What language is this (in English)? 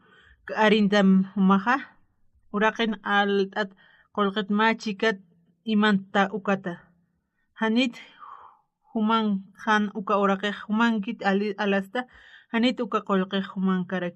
Aymara